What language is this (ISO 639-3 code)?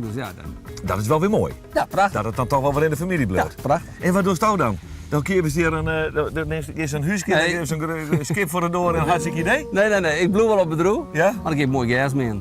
fry